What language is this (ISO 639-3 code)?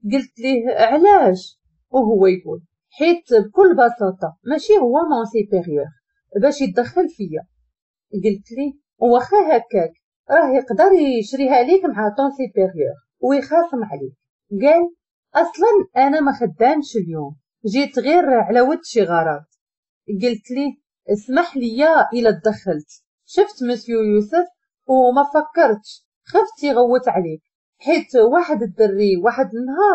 ary